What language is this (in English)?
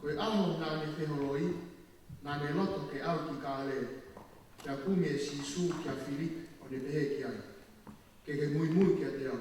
Tongan